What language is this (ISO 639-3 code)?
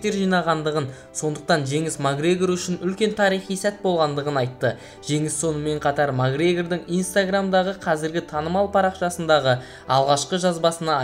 kaz